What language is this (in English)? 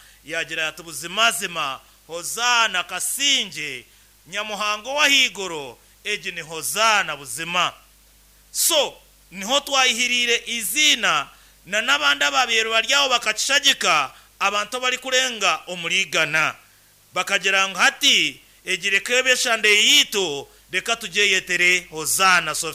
Nyankole